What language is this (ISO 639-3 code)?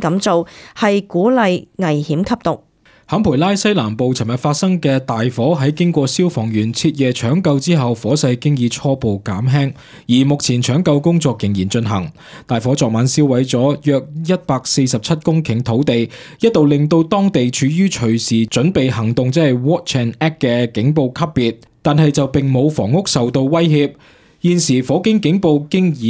yue